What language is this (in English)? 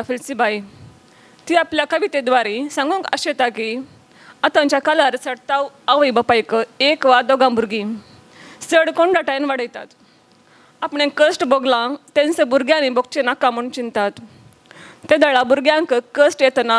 Konkani